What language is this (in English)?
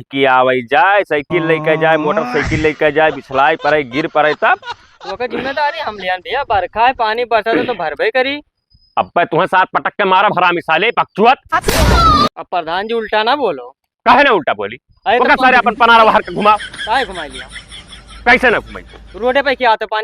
Awadhi